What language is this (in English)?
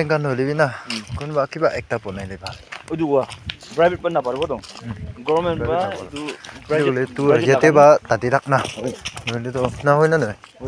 Naga Pidgin